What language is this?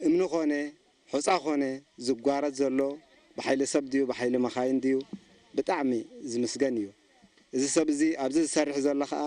Tigrinya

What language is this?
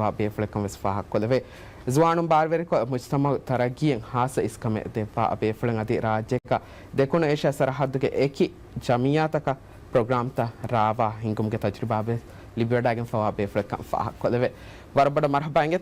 Divehi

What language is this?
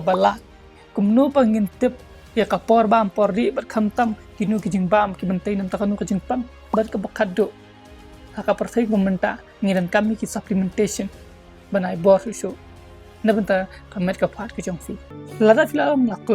Khasi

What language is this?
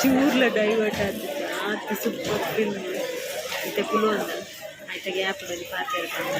Tulu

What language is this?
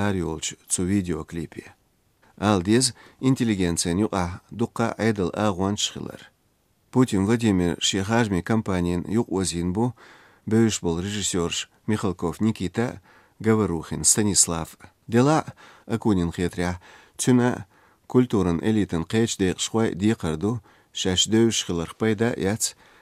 Chechen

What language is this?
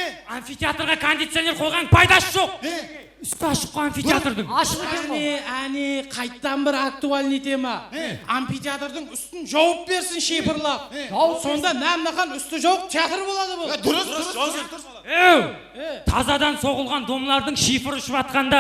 Kara-Kalpak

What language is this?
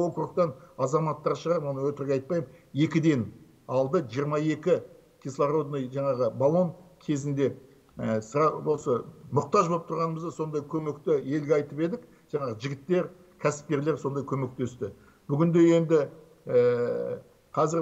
Kazakh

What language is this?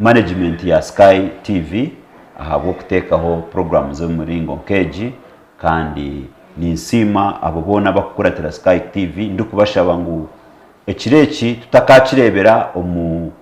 Nyankole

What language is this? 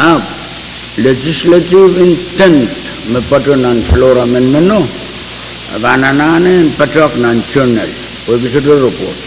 Pohnpeian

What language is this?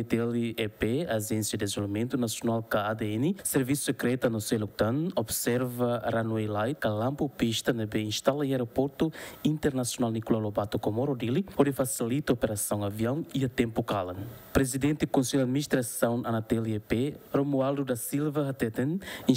Tetum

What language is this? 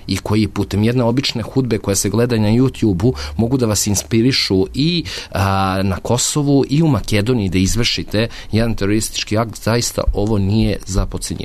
Serbian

